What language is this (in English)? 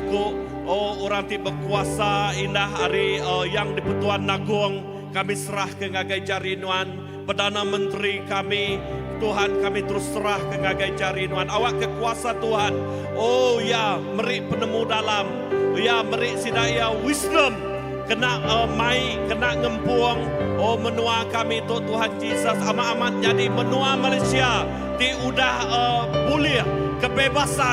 Iban